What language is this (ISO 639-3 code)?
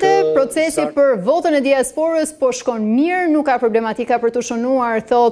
sqi